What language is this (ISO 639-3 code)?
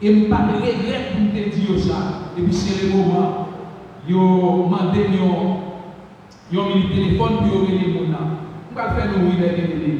hat